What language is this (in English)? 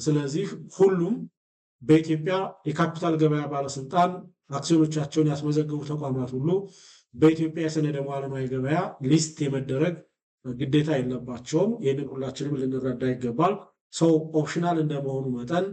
Amharic